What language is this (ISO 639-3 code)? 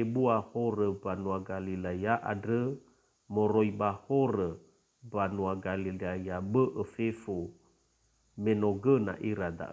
nia